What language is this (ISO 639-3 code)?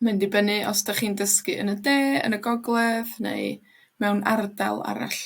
cym